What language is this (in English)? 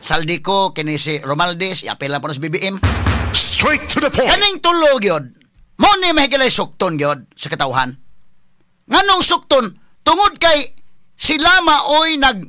Cebuano